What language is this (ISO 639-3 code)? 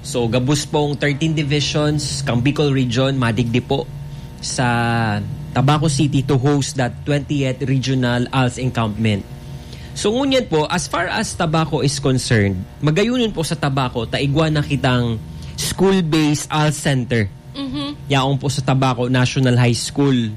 bik